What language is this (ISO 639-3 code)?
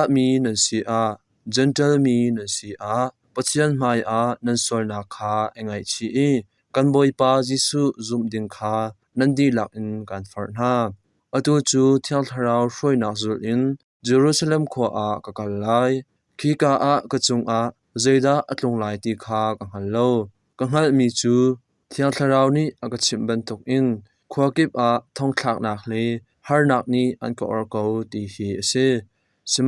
cnh